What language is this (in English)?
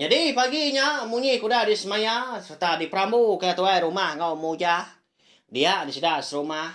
Iban